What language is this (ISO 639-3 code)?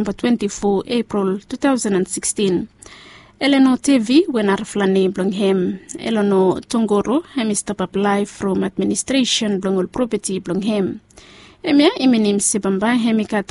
bis